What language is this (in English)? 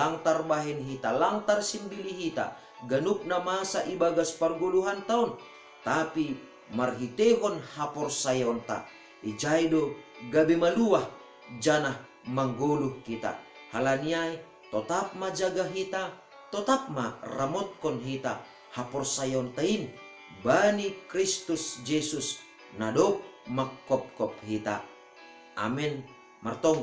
Batak Simalungun